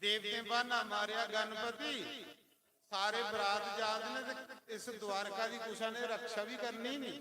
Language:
Dogri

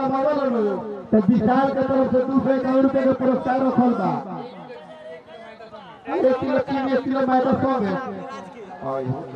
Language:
Bhojpuri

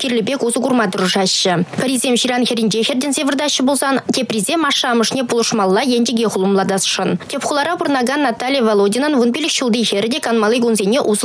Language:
Chuvash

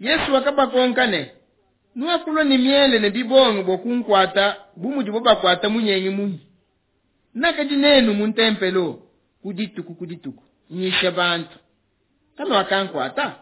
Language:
Luba-Lulua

